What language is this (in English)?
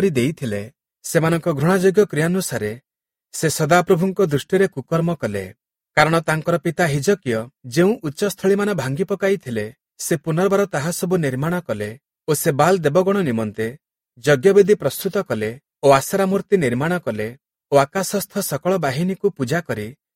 Odia